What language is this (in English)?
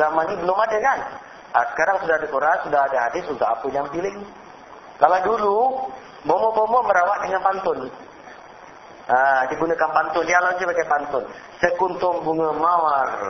Malay